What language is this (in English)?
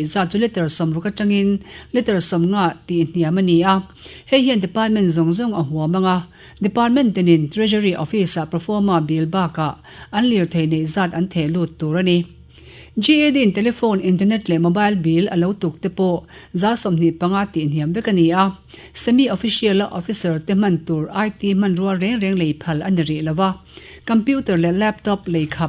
Mizo